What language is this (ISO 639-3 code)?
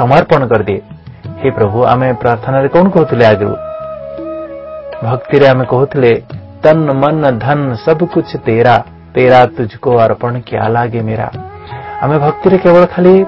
ori